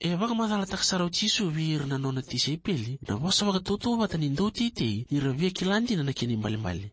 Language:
Fijian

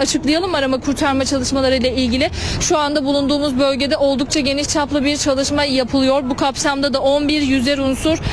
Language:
Turkish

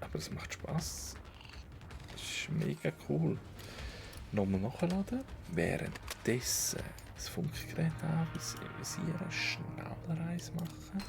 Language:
Swiss German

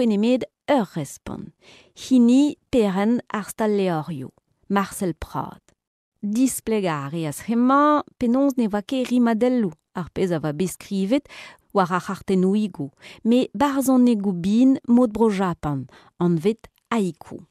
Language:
Breton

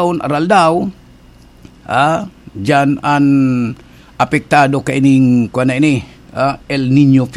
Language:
Bikol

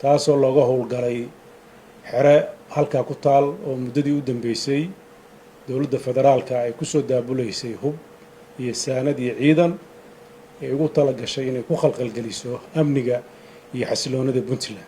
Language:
Somali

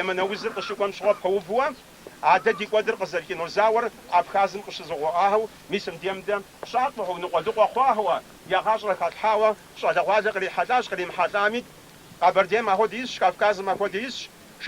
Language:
Kabardian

